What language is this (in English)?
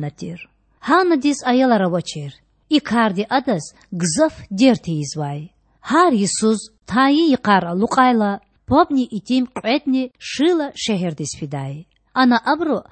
Lezghian